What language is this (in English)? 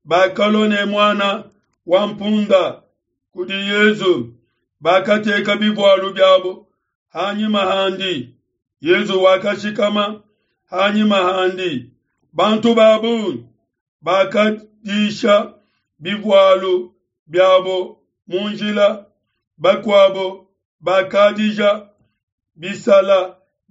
Luba-Lulua